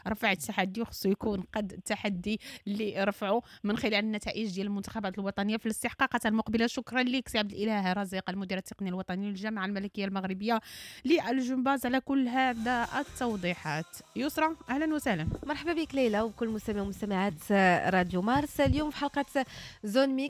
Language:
Moroccan Arabic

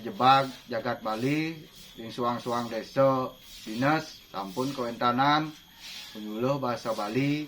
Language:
Balinese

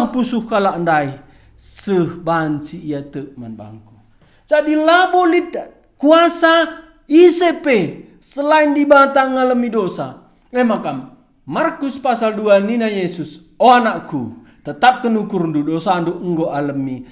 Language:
Batak Karo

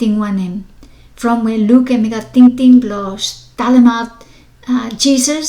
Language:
Bislama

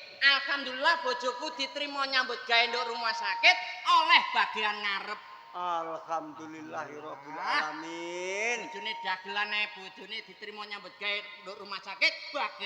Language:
Javanese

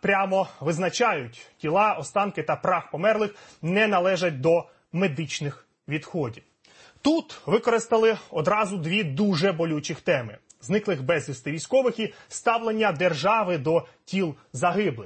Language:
Ukrainian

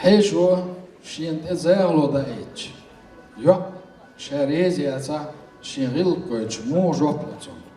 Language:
Chechen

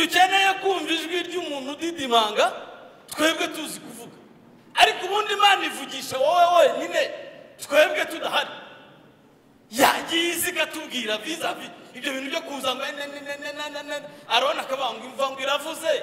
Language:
Kinyarwanda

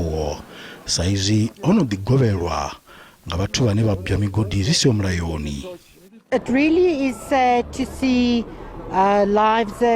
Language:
Venda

